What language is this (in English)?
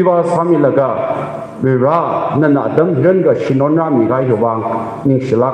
Tangkhul Naga (India)